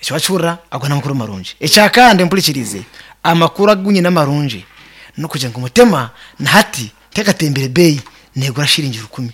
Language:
Nyankole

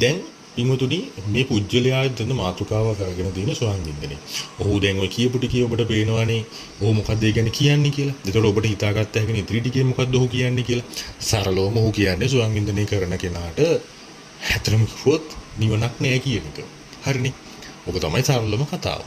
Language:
Sinhala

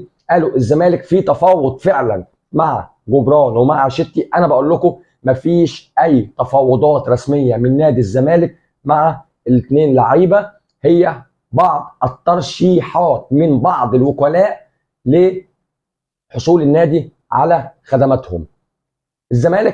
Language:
Egyptian Arabic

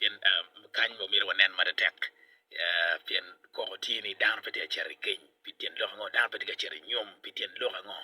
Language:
Acoli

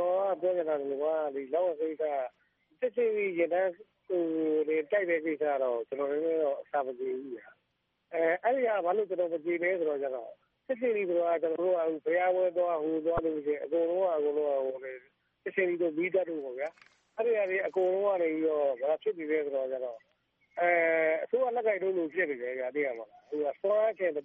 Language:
Burmese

